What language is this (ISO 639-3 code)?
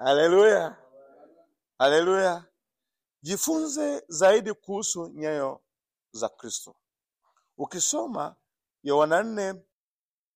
swa